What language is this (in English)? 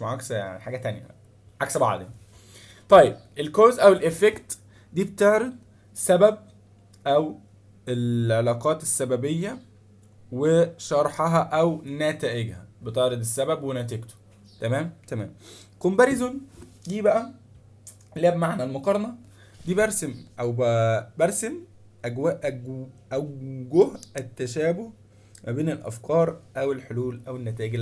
Egyptian Arabic